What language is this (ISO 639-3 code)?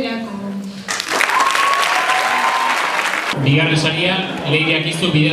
eus